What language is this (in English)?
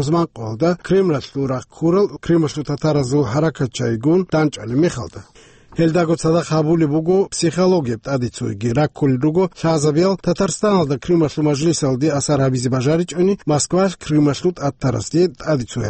Avaric